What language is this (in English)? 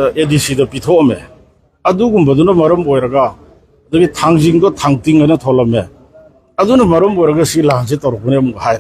Manipuri